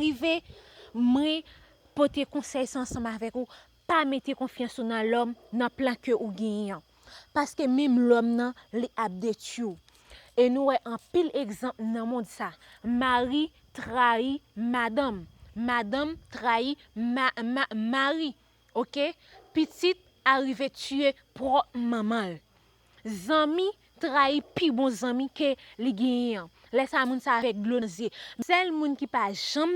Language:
Haitian Creole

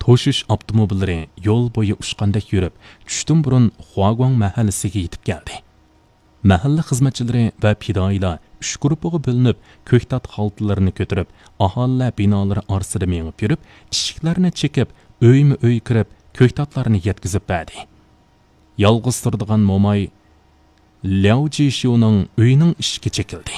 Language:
Uyghur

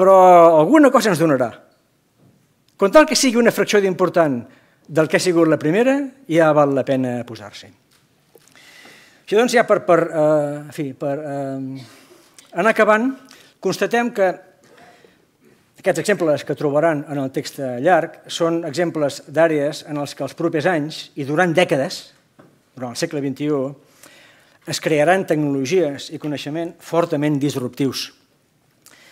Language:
Catalan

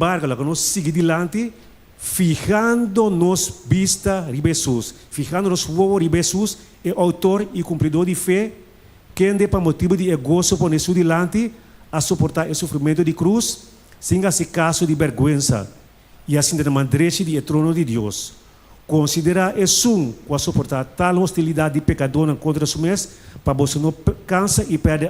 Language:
Papiamento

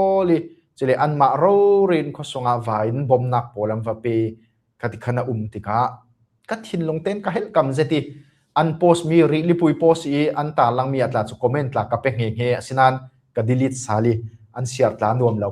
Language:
Falam Chin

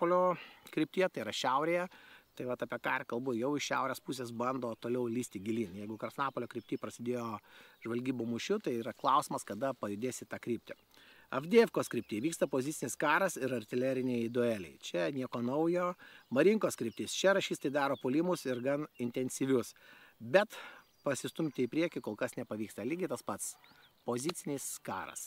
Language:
Lithuanian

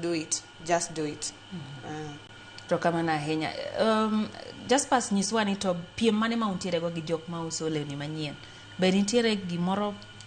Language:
Luo (Kenya and Tanzania)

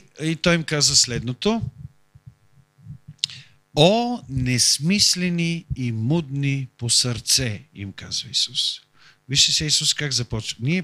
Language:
Bulgarian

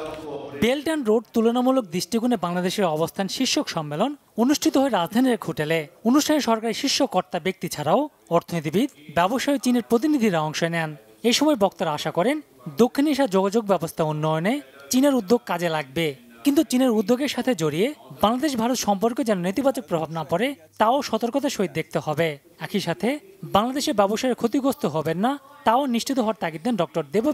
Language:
Bangla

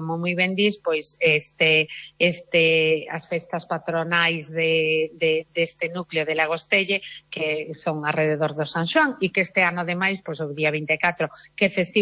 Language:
Galician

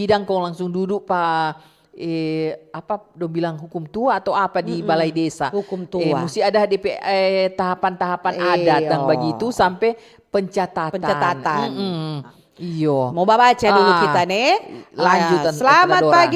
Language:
Manado Malay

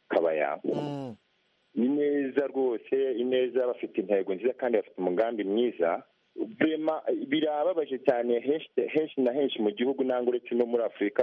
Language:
Kinyarwanda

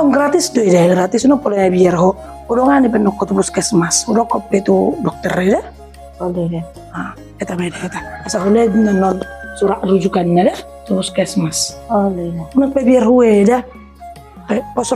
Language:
Batak Toba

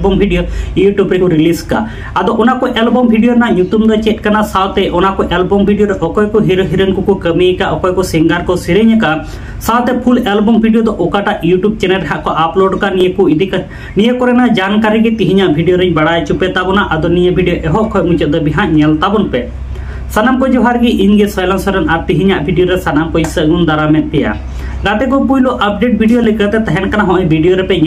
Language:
Santali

